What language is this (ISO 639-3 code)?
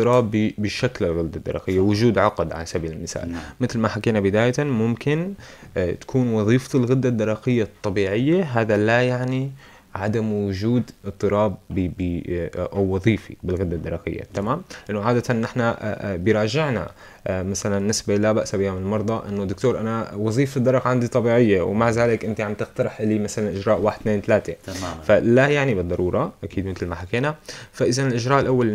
apc